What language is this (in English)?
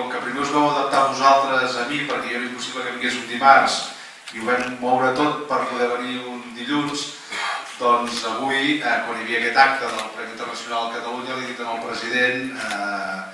Catalan